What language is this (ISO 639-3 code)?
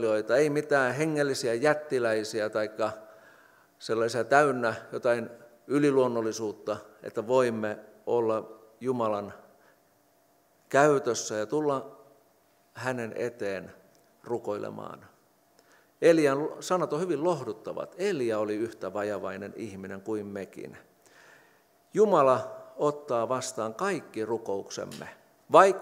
fin